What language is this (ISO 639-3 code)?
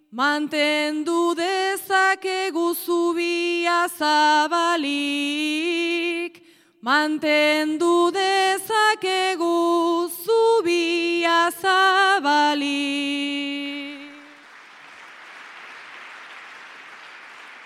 eus